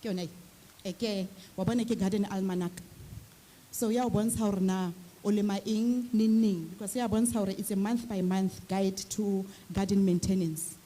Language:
Southern Sotho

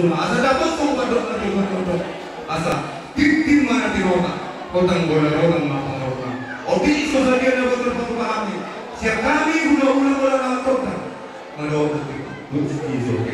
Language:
Batak Toba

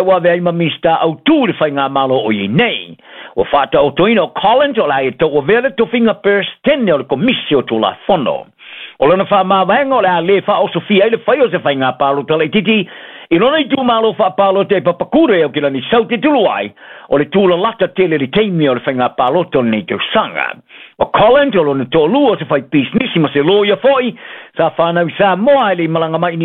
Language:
Samoan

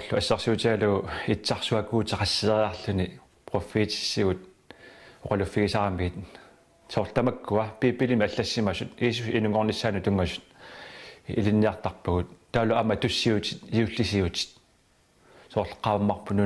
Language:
Kalaallisut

